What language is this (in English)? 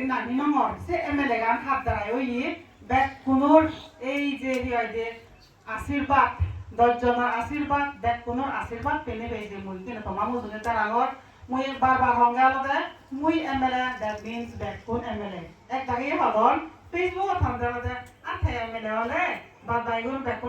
Chakma